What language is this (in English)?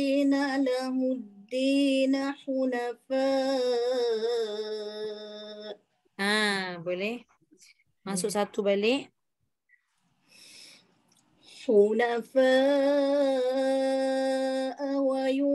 Malay